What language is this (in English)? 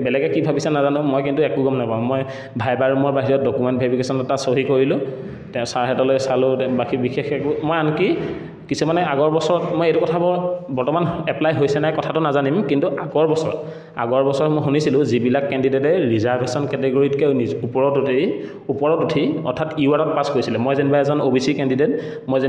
Assamese